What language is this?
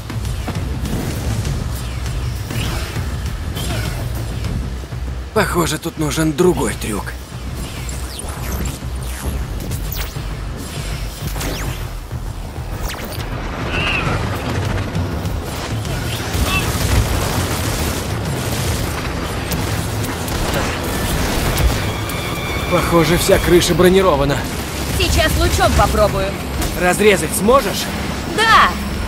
Russian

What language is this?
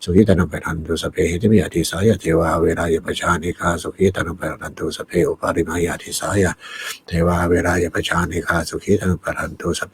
Pali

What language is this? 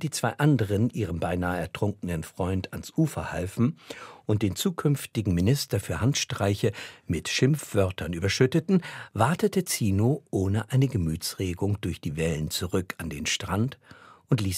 Swiss German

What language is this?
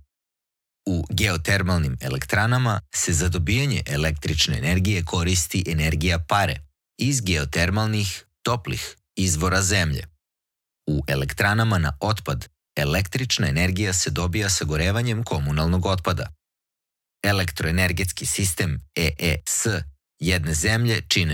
Serbian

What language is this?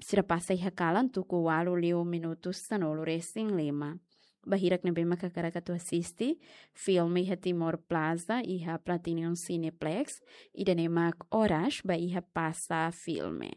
Tetum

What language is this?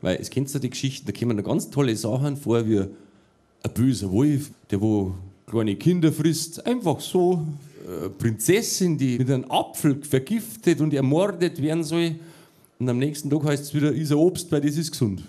Bavarian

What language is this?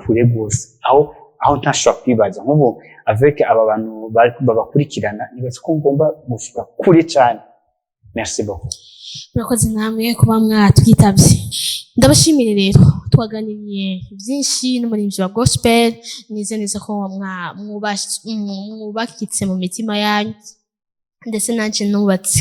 Rundi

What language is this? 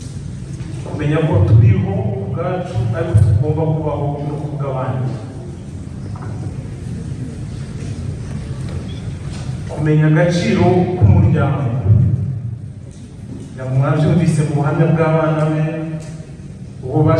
Kinyarwanda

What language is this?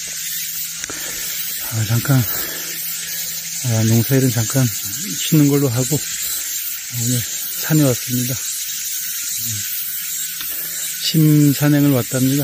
Korean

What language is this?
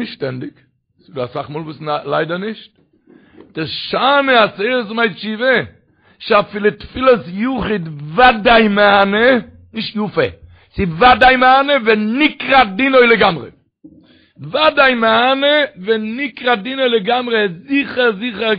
Yiddish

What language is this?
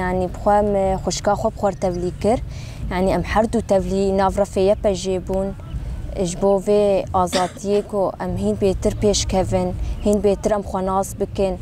Kurdish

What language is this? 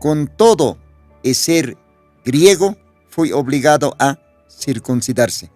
Aymara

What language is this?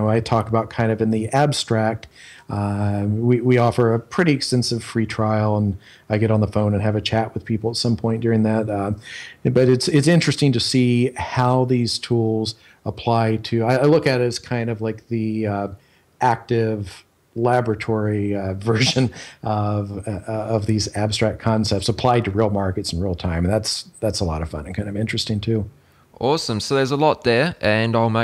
English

